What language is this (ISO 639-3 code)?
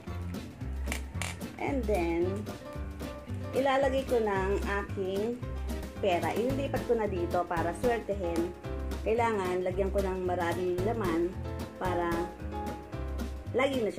fil